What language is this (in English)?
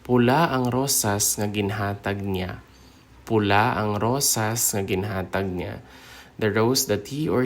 Hiligaynon